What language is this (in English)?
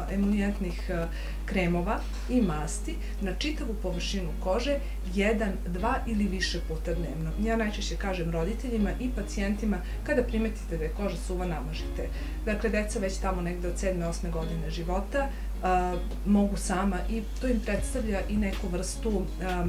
Serbian